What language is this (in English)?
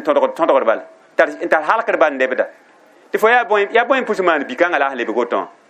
Mossi